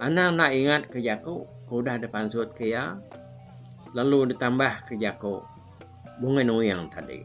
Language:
Iban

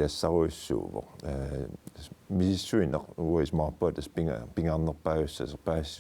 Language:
Kalaallisut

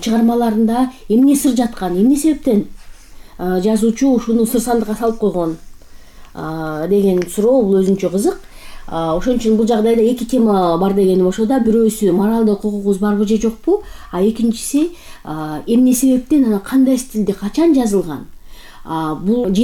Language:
Kyrgyz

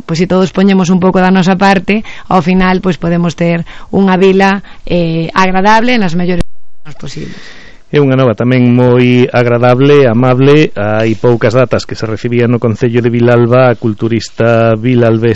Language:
Galician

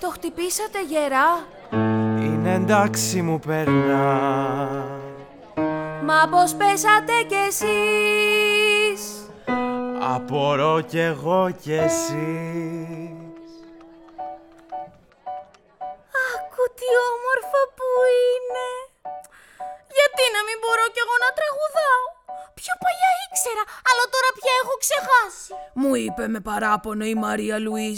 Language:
Greek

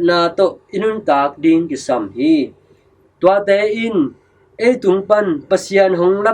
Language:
Tedim Chin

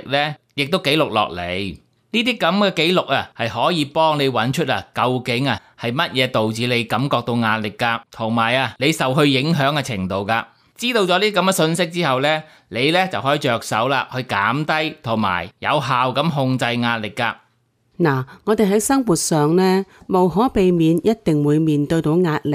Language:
Cantonese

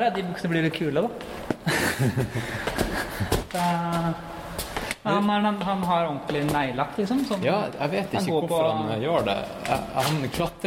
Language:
Norwegian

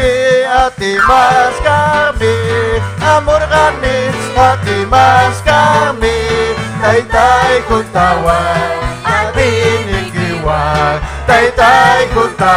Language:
Ayacucho Quechua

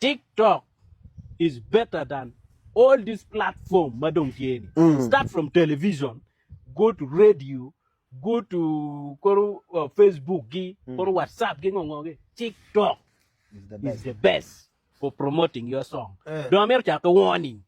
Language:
Acoli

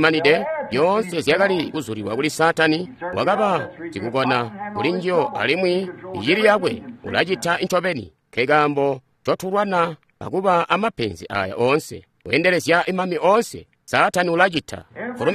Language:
Tonga (Zambia)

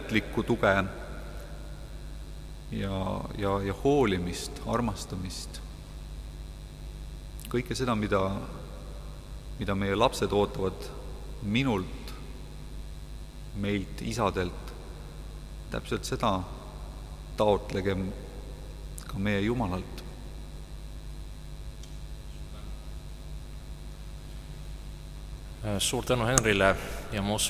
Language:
Estonian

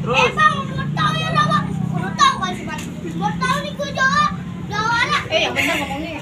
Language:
Betawi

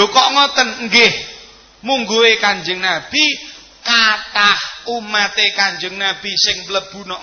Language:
Javanese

